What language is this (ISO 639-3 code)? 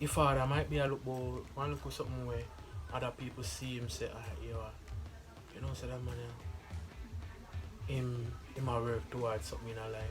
jam